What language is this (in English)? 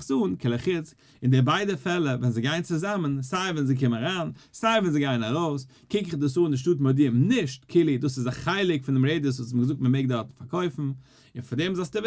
Yiddish